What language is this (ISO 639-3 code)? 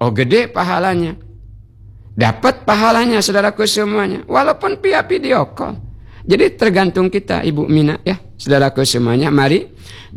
ind